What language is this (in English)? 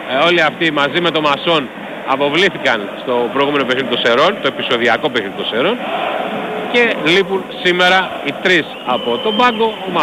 Greek